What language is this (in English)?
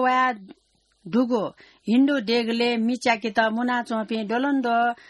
Newari